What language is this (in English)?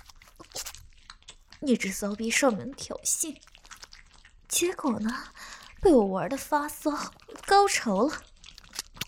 Chinese